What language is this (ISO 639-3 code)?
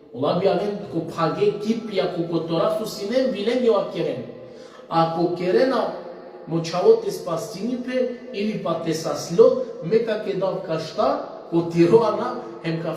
rmn